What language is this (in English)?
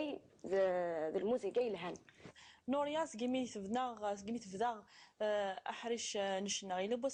Kabyle